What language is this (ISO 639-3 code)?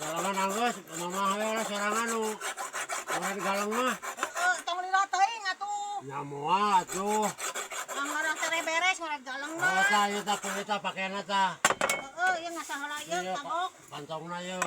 sun